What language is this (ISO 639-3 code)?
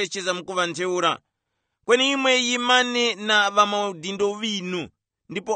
tum